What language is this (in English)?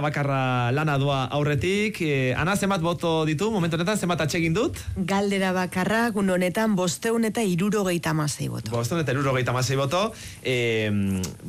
Basque